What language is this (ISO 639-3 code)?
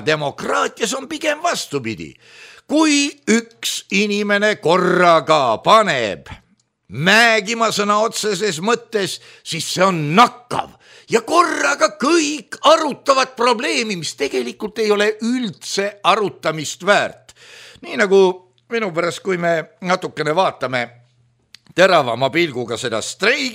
est